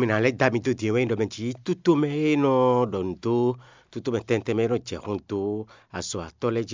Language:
Fon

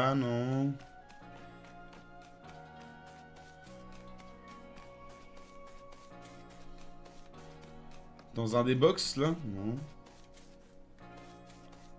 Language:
French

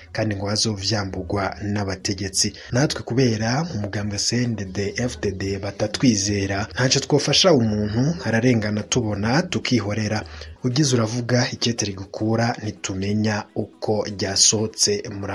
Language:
Rundi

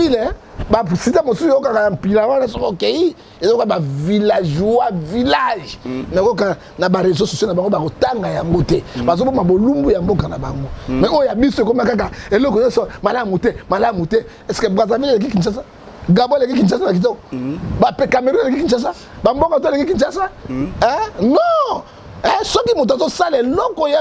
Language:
Lingala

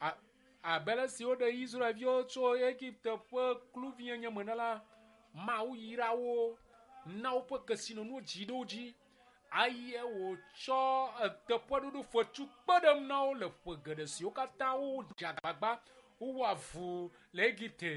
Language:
Ewe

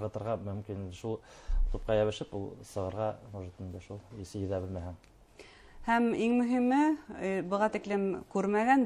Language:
Bashkir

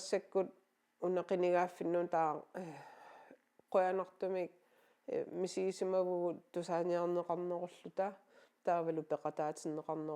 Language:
Kalaallisut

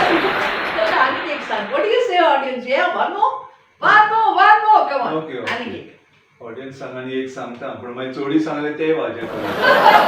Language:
Konkani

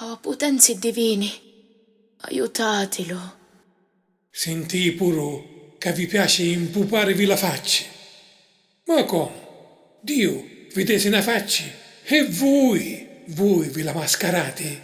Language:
Sicilian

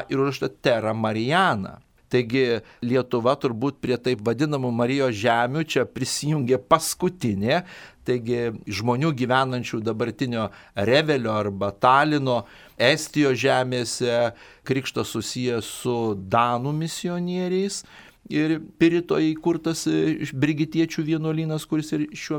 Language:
Lithuanian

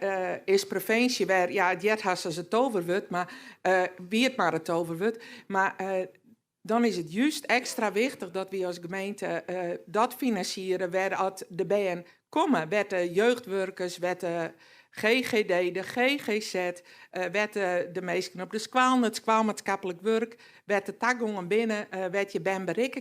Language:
Western Frisian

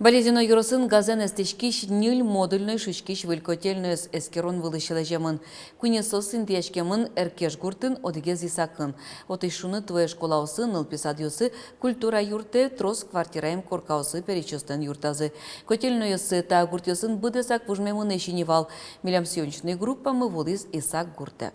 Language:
Udmurt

